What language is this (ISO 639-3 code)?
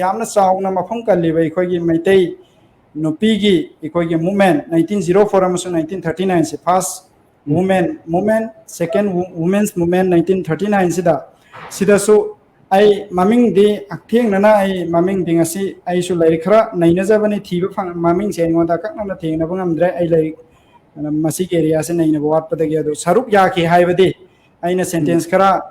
mni